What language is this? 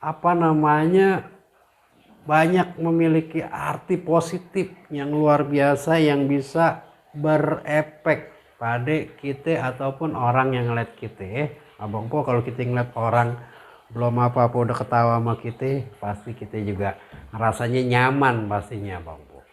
Betawi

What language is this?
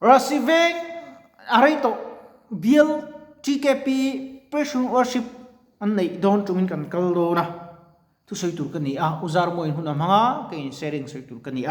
Mizo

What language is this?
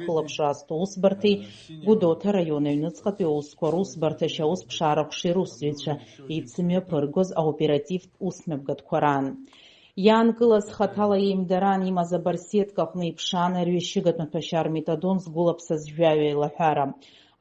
Abkhazian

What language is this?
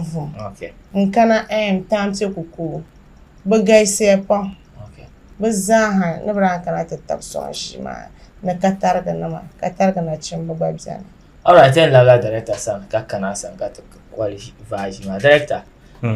Dagbani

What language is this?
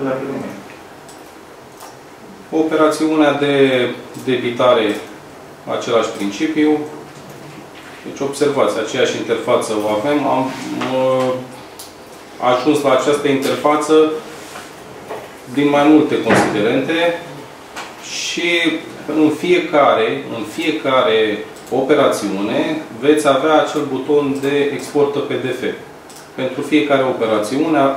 Romanian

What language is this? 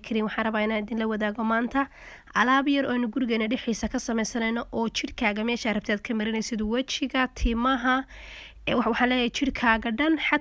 Somali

